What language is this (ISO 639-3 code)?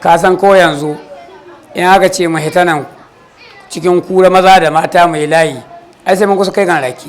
hau